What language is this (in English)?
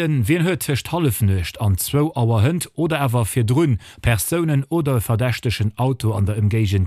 Luxembourgish